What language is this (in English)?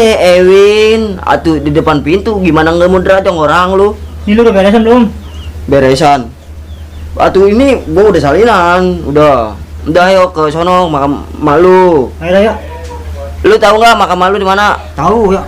Betawi